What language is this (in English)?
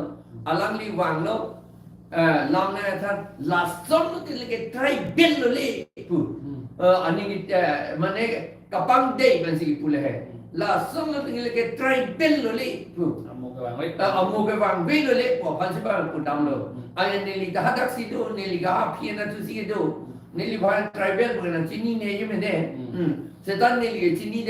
Karbi